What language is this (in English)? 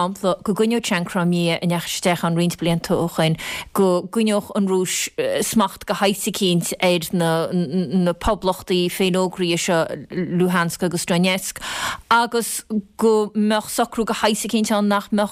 Irish